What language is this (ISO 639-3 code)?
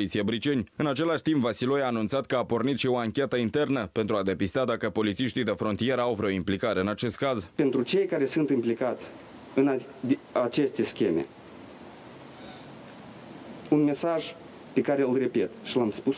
ron